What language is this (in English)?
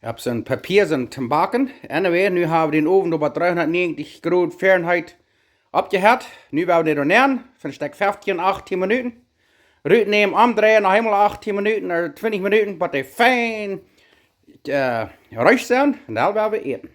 Plautdietsch